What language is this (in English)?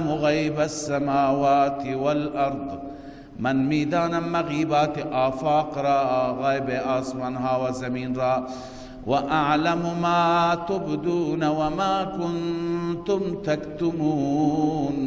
Persian